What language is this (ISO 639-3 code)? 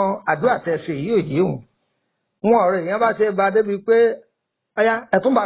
yor